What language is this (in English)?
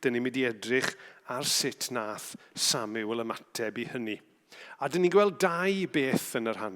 Welsh